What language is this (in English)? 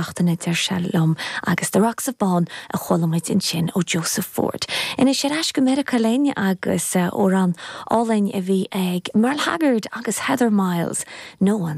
Irish